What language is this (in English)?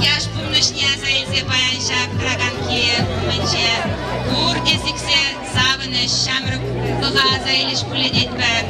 Chuvash